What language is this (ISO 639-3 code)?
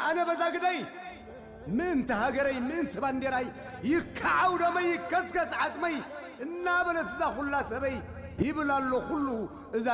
tir